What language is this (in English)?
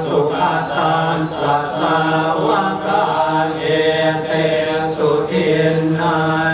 Pali